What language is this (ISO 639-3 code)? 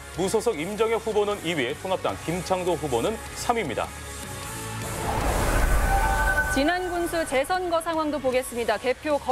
kor